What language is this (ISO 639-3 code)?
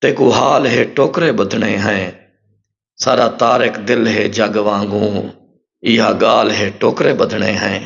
skr